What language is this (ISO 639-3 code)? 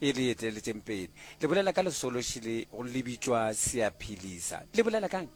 nso